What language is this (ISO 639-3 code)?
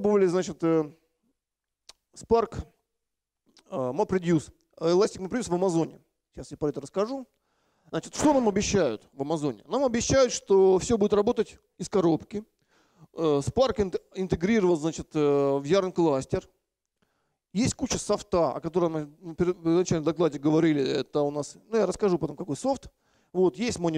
rus